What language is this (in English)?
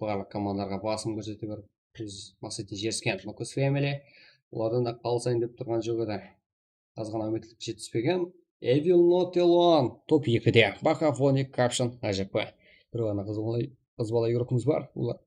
Kara-Kalpak